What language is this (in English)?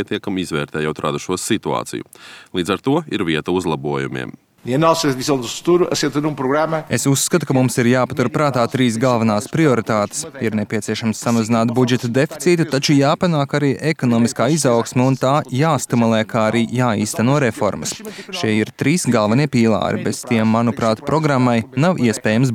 Latvian